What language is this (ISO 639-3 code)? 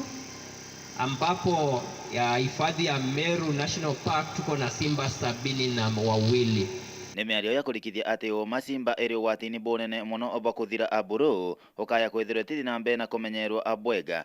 mer